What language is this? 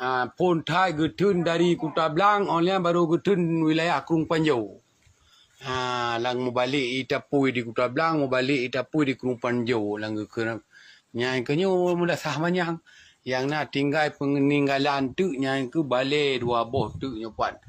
Achinese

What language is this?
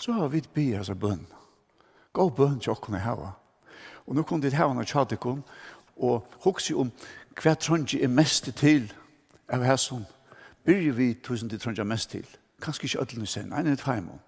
Faroese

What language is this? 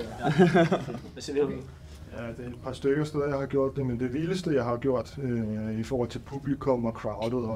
Danish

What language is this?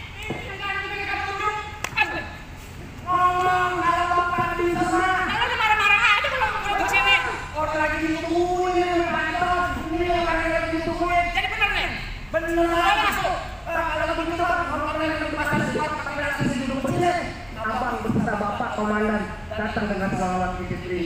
Betawi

